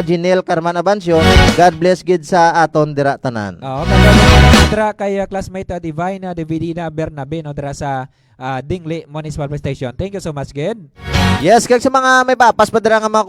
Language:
Hiligaynon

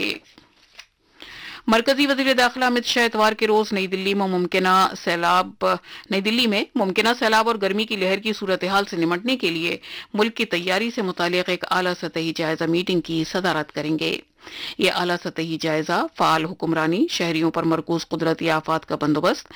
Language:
Urdu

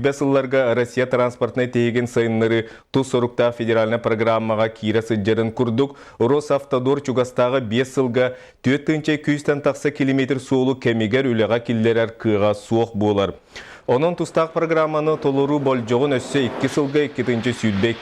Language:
Yakut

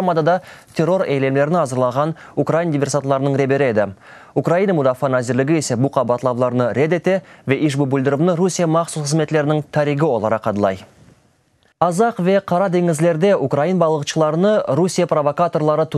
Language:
Crimean Tatar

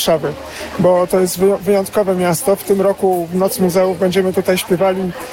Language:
Polish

